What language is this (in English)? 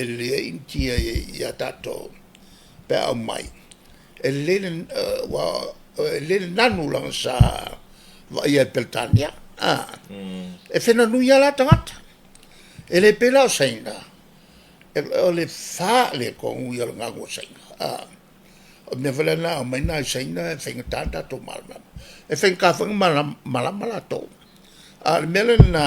Samoan